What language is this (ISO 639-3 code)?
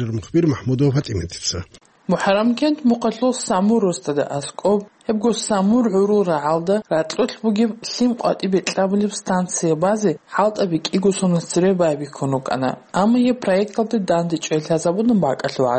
ava